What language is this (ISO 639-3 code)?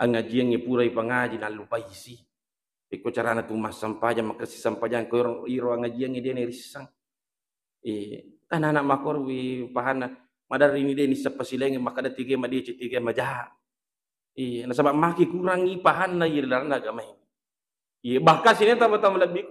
bug